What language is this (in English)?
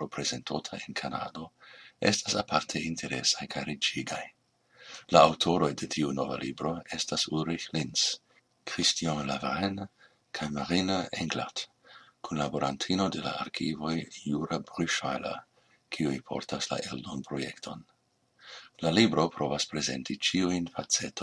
Esperanto